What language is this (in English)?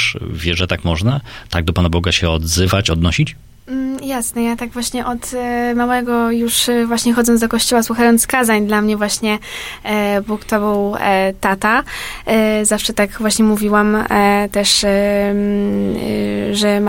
Polish